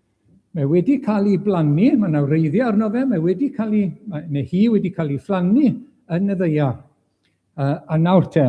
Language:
Welsh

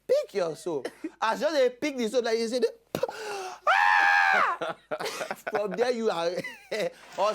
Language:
Nigerian Pidgin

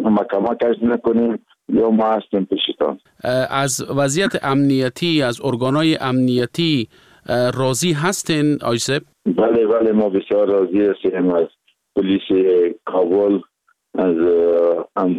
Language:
Persian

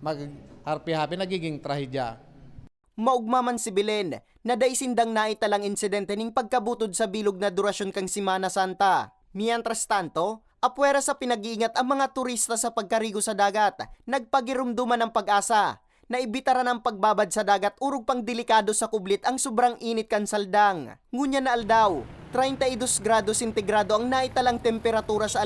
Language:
Bikol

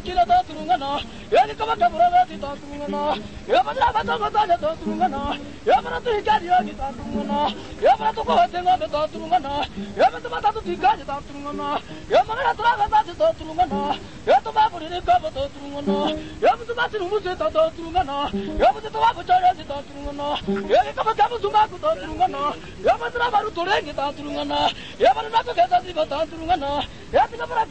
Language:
Swahili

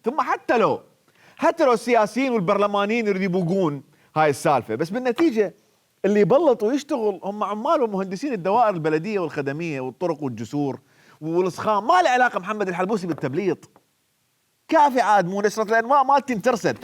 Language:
Mesopotamian Arabic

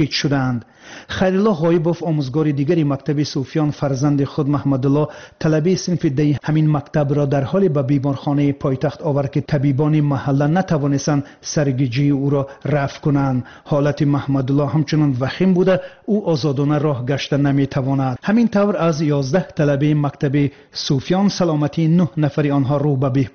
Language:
Tajik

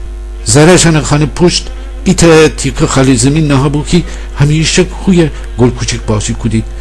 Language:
Gilaki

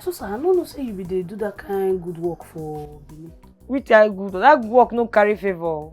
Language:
Nigerian Pidgin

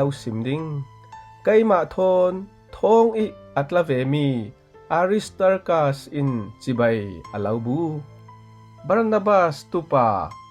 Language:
Falam Chin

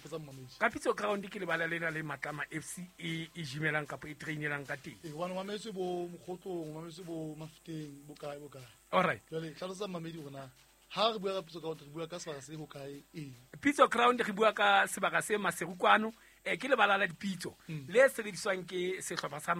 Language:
Southern Sotho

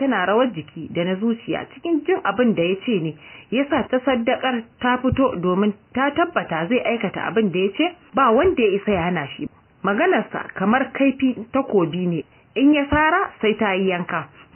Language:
Hausa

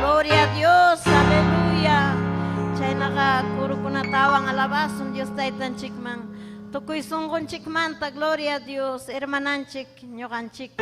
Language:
Ayacucho Quechua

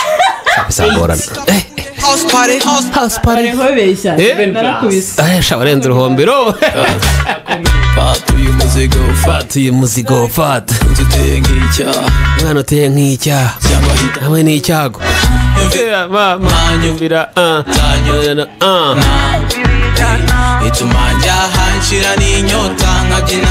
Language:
Kinyarwanda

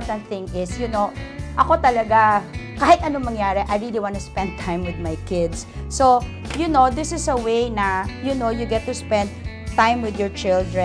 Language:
Filipino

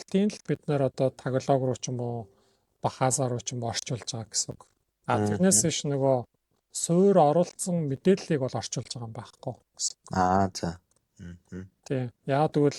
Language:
Mongolian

